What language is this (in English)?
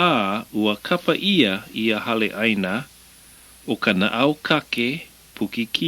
Hawaiian